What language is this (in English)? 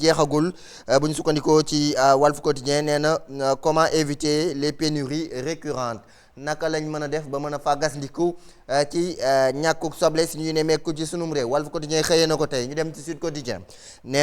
Wolof